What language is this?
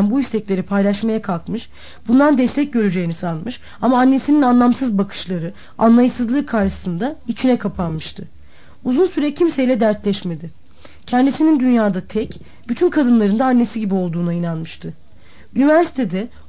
Turkish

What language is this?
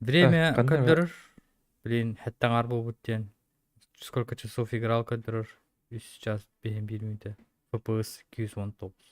Yakut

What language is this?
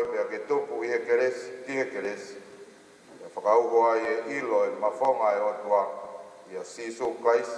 Tongan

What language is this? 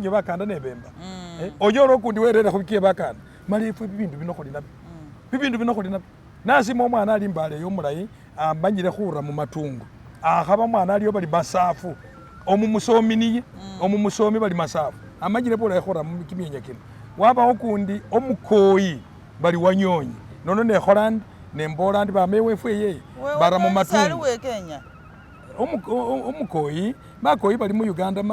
Masaaba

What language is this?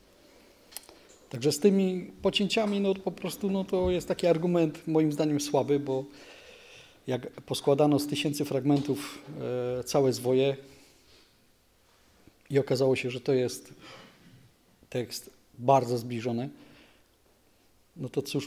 Polish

